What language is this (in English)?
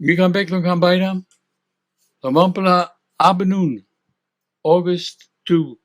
Tok Pisin